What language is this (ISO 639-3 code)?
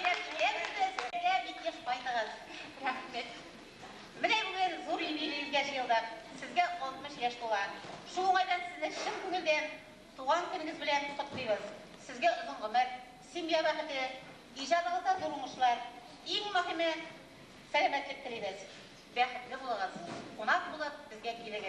tat